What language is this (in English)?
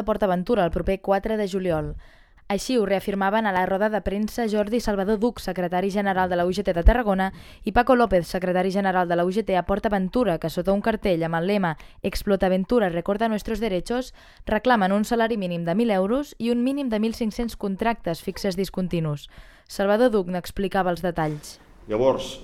Catalan